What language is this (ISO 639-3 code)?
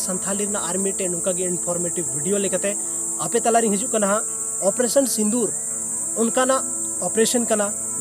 sat